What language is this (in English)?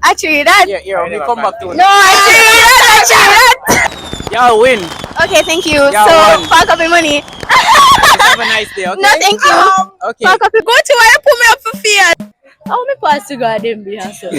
Jamaican Creole English